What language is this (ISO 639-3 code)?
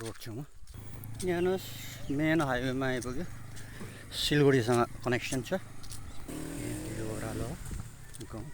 nep